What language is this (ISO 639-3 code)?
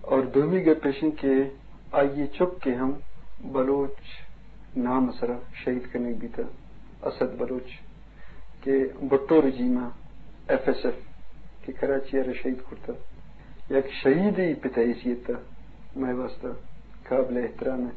bgp